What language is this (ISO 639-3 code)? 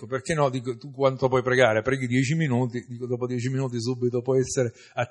ita